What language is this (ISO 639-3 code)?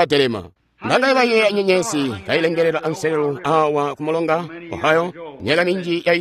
toi